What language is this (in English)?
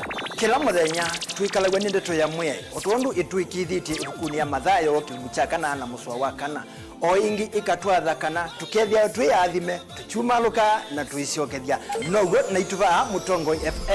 Kamba